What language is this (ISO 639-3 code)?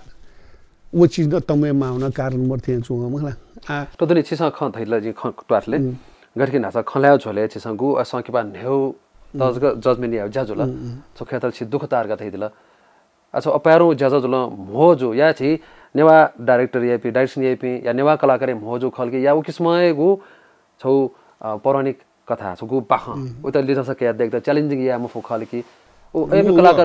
new